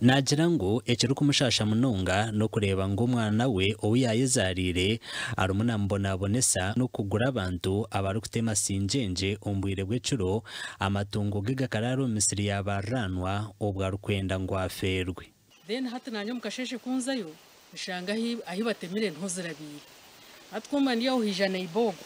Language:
Nyankole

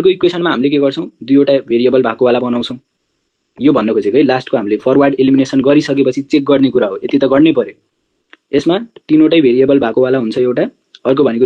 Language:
Nepali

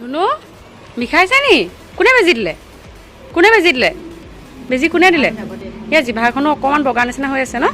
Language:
Assamese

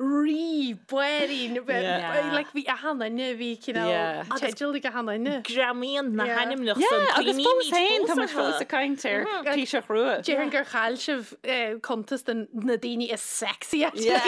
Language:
Irish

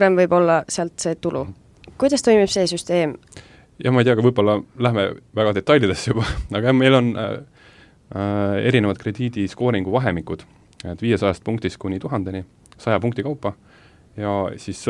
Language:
Estonian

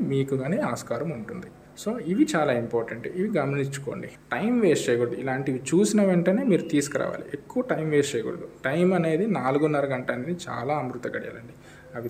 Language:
Telugu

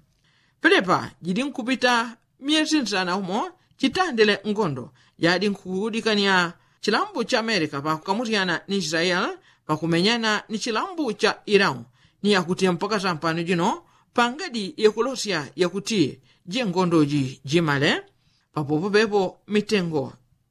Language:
Yao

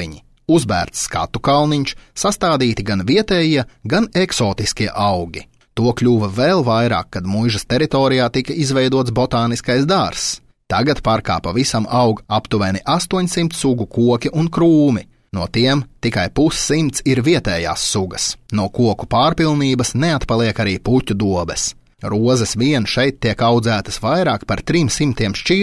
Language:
Latvian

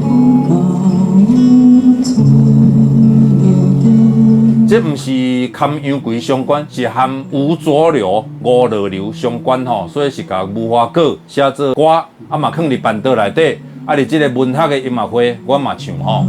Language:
Min Nan Chinese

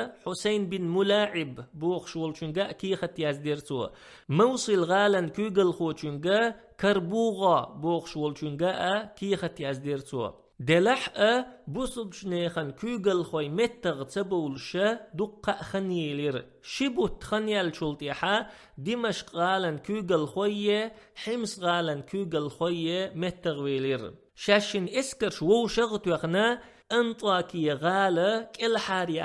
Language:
Chechen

